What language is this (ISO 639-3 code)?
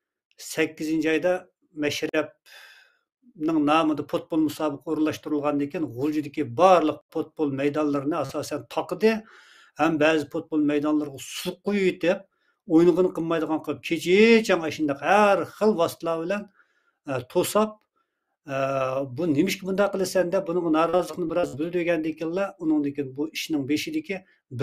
uig